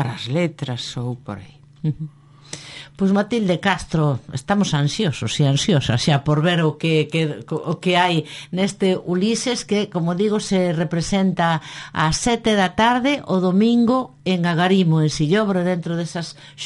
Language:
Galician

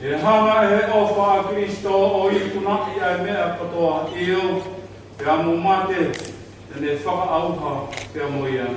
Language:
Tongan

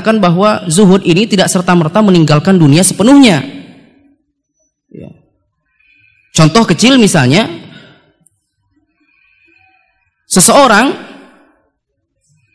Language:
Indonesian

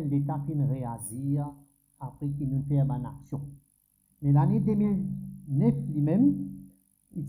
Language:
Morisyen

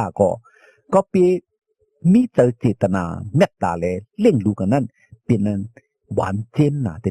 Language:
Shan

